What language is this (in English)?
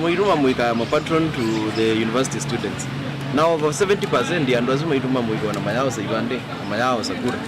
Kamba